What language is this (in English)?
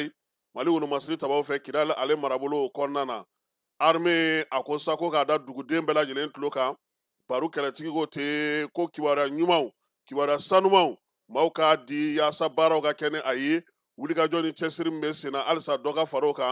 Bambara